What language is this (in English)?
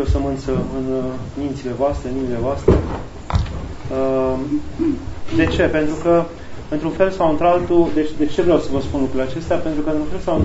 Romanian